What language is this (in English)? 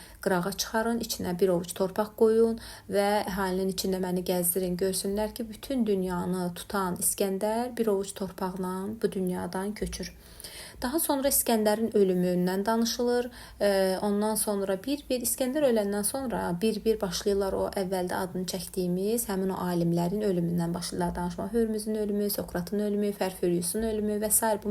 Azerbaijani